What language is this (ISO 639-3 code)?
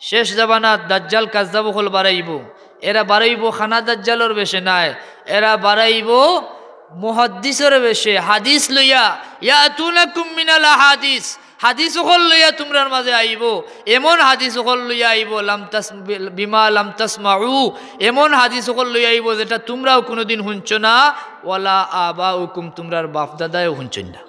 syl